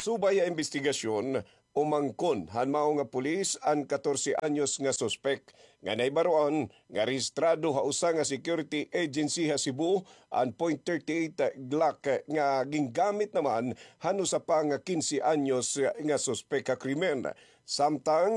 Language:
Waray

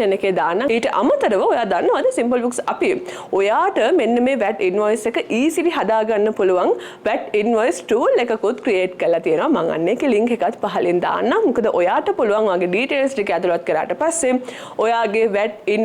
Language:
Sinhala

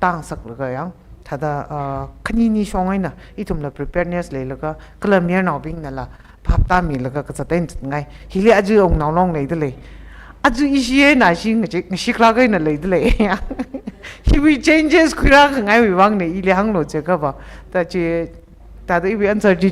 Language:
Tangkhul Naga (India)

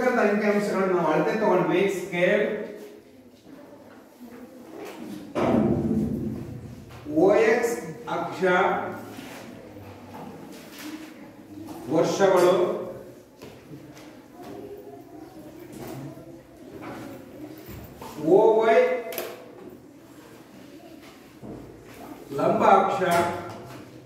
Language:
Kannada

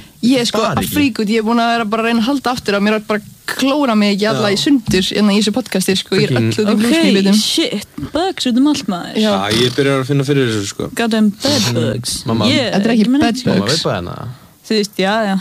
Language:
Icelandic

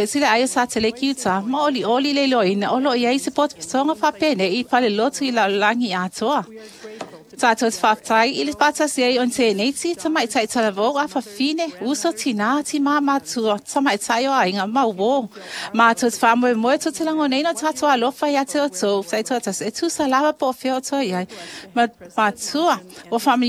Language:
Samoan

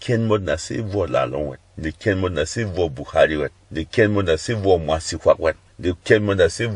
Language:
Berom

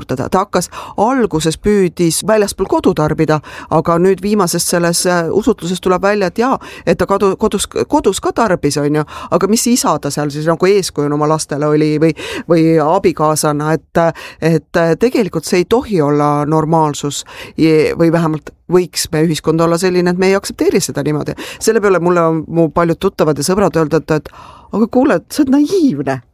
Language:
Estonian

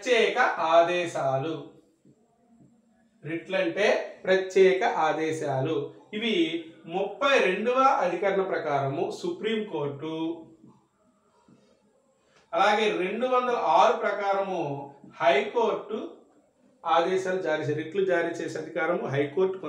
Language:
Telugu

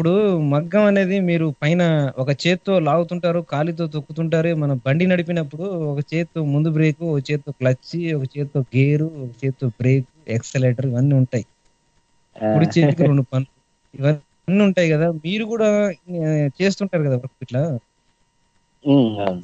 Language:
Telugu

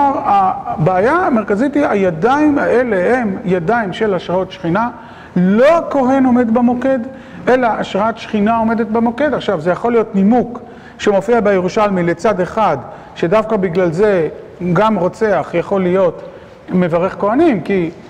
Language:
Hebrew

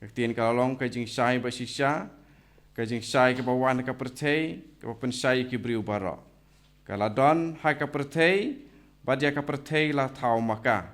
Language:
Khasi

